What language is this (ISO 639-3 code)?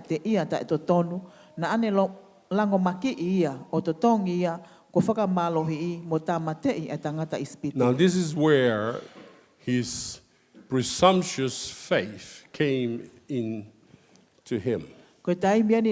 ton